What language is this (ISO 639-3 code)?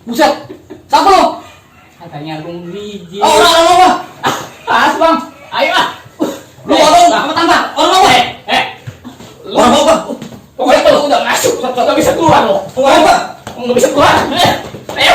bew